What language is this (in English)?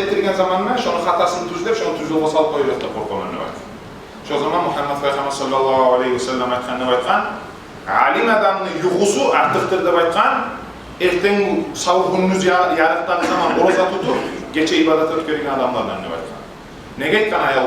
Kumyk